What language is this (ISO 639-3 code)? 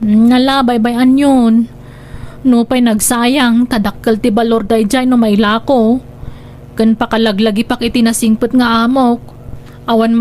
ilo